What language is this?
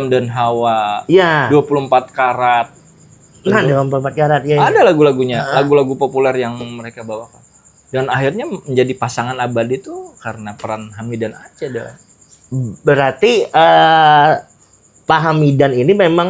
Banjar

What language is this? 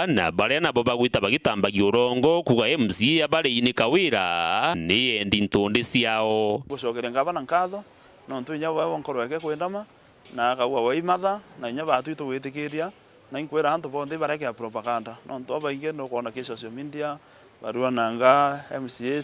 Meru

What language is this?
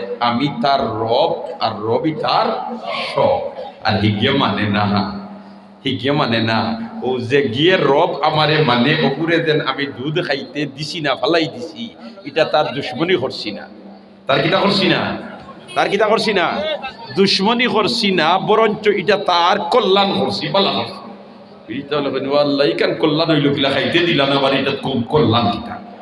Sylheti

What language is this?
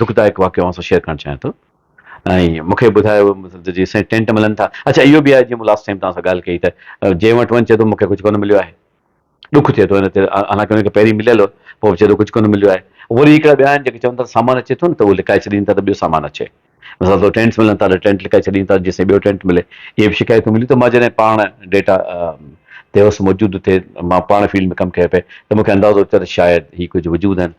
Sindhi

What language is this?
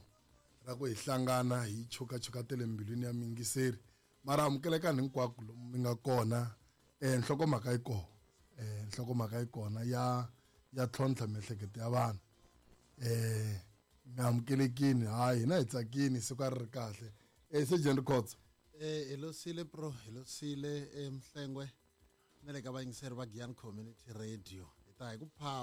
Tsonga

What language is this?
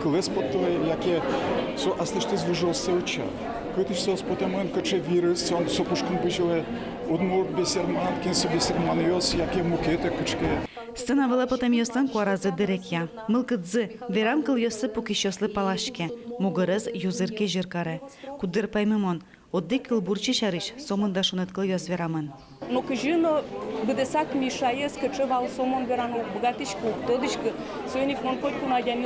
Udmurt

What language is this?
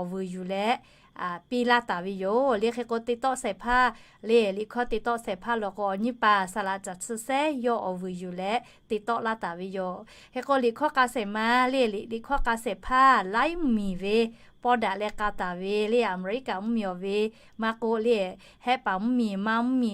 Lahu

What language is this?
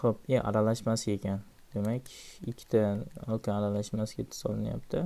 Uzbek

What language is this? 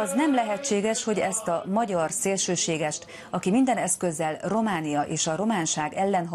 Hungarian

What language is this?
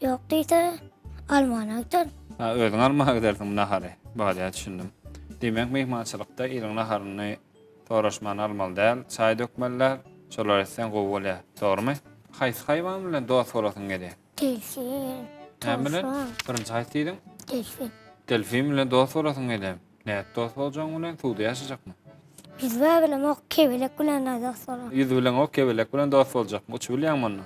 Turkmen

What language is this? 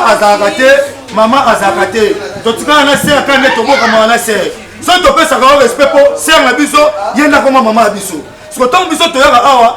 Lingala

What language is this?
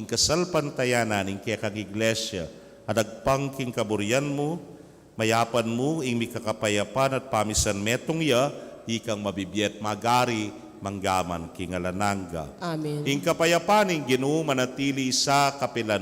Pampanga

